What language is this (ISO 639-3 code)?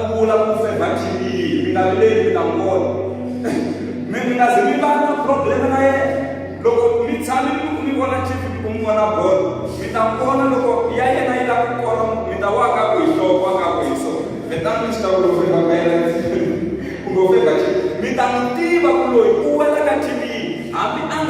tso